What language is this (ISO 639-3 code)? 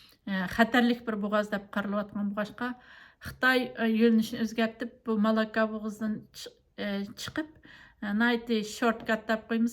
uig